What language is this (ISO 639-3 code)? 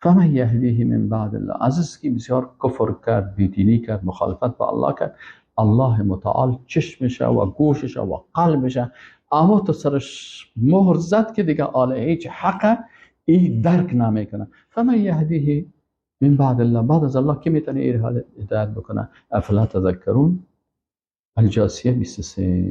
fas